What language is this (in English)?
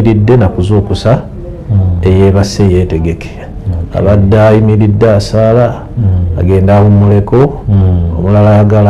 Ganda